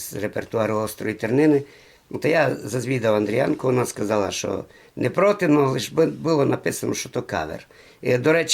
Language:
Rusyn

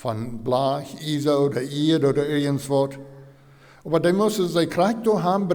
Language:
Plautdietsch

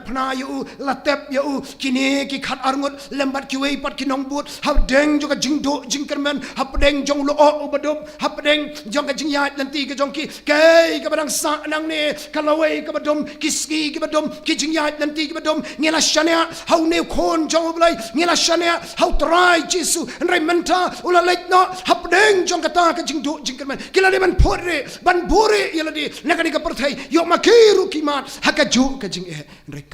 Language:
Khasi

